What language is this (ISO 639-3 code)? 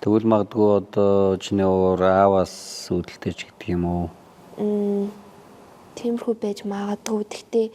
mon